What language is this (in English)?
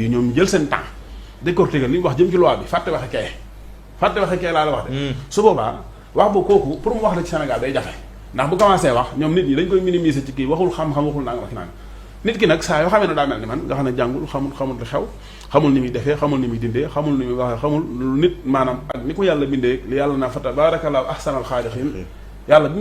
Wolof